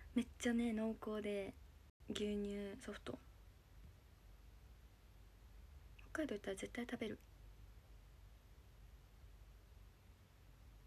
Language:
Japanese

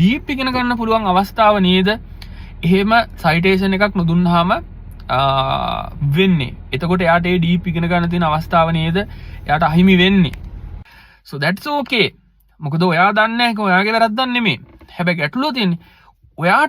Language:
Sinhala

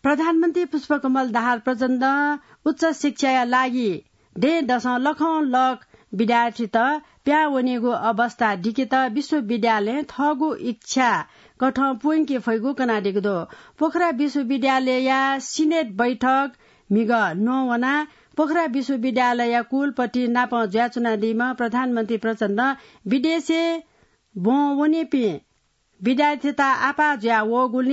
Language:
Newari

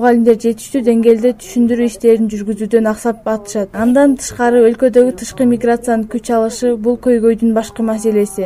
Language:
Kyrgyz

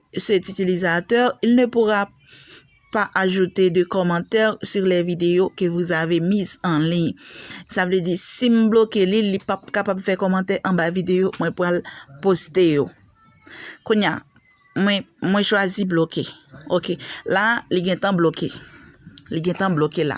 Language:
Haitian Creole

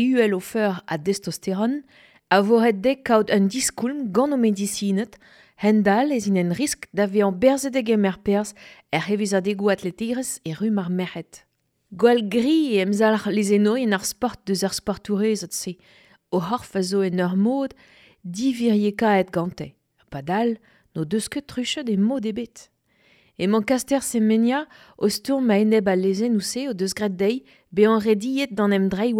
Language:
Breton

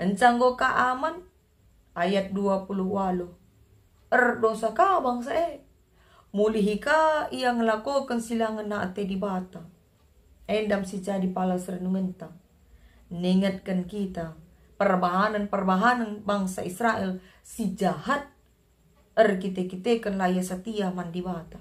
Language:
Batak Karo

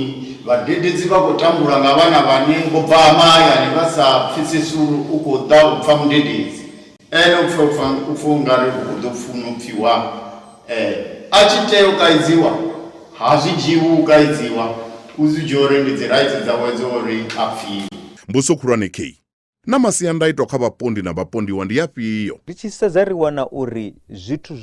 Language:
Venda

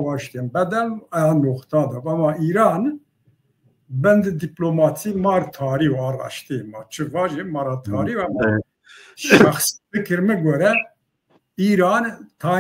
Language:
Zaza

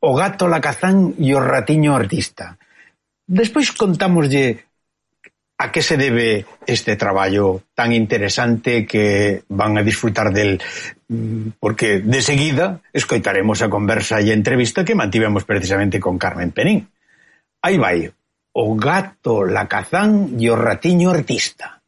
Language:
Galician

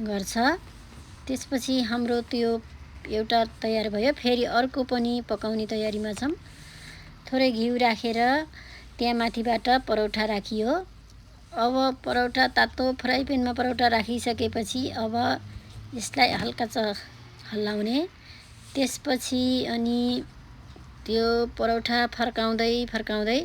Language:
Nepali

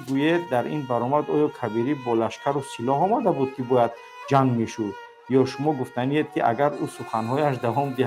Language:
Tajik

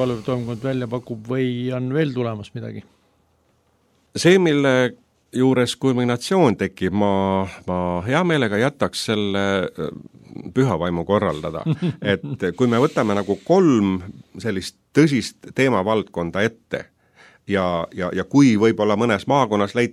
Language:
Estonian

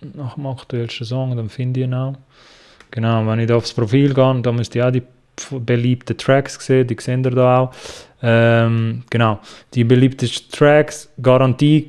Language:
Swiss German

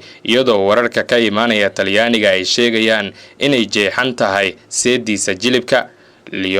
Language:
Somali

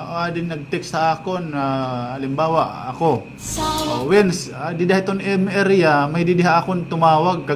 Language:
Waray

